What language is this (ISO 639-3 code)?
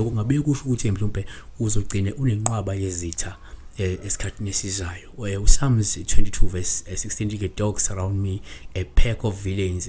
zul